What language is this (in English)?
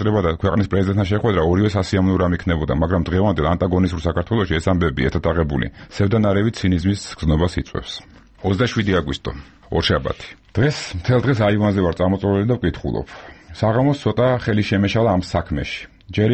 Georgian